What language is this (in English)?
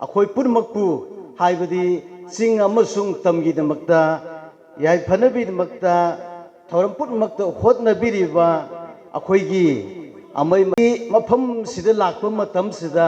Manipuri